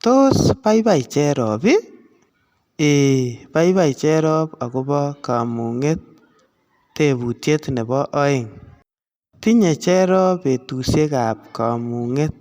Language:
Kalenjin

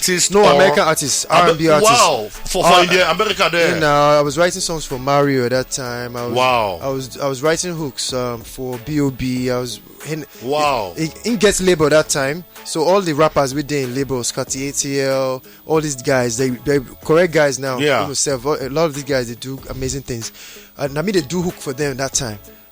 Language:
Nigerian Pidgin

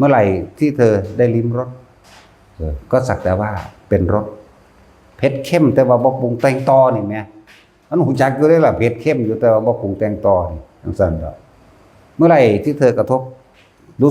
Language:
Northeastern Thai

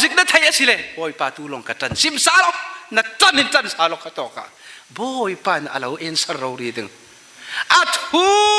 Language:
Falam Chin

